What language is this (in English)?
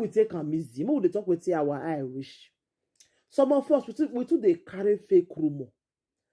Nigerian Pidgin